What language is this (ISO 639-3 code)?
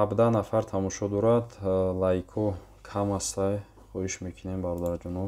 tgk